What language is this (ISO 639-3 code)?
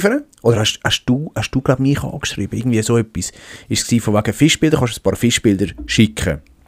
gsw